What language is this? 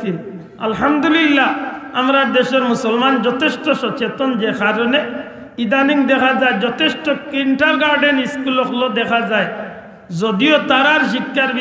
Sylheti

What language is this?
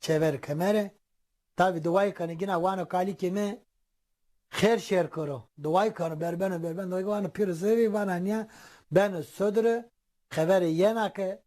Zaza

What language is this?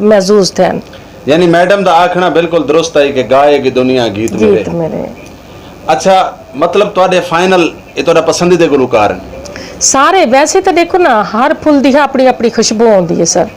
Saraiki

